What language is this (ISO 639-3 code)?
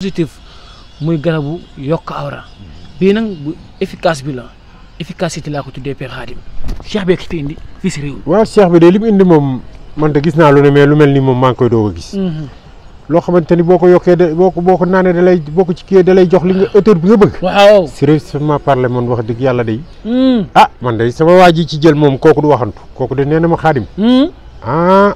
wol